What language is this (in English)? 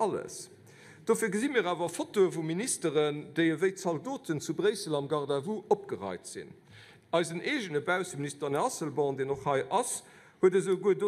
Luxembourgish